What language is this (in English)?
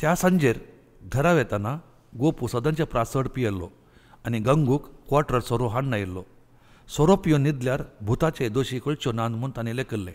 Konkani